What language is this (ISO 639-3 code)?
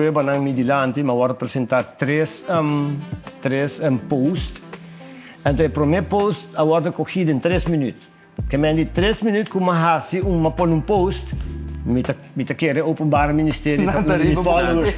pap